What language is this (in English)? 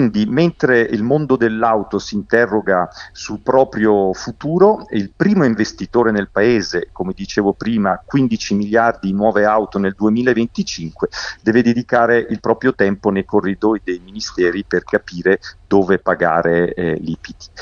Italian